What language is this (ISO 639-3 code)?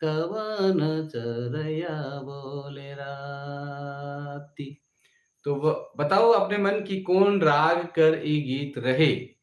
sck